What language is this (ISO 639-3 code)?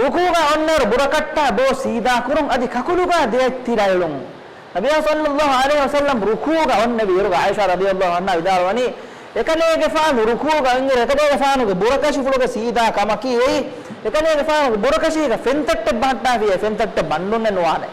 div